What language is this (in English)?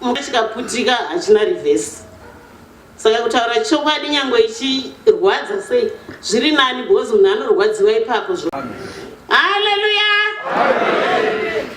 Shona